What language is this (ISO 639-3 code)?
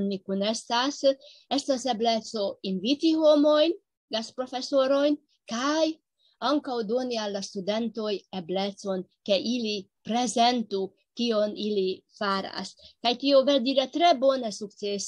epo